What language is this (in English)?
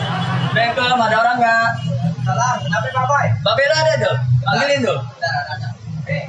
Betawi